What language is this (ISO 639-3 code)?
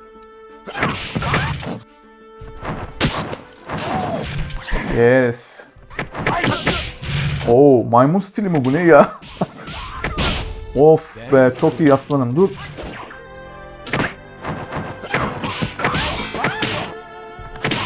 tur